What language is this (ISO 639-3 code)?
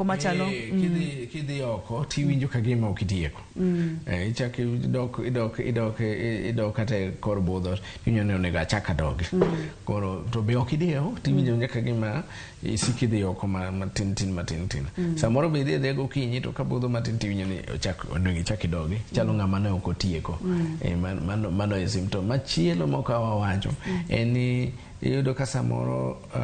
luo